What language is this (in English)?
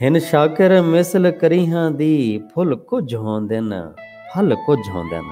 Saraiki